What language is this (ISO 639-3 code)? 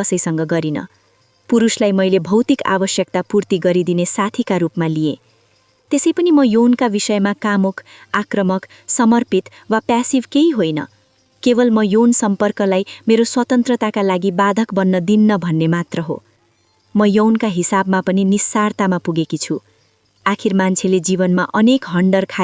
nep